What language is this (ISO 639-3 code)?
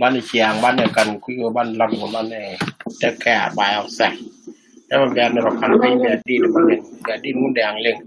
nus